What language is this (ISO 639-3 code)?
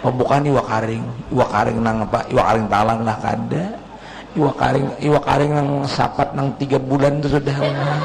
bjn